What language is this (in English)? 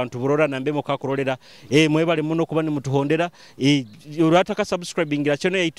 Nyoro